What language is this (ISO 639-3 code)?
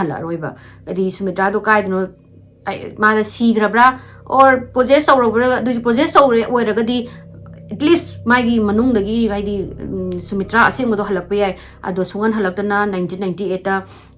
mni